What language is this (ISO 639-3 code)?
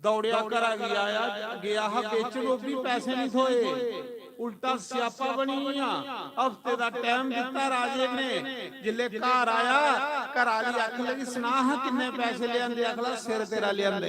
doi